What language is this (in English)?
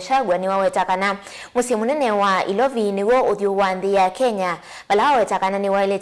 Kamba